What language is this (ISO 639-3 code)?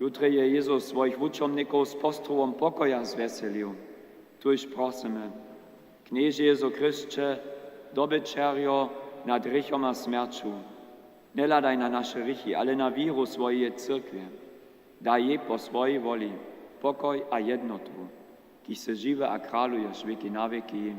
hsb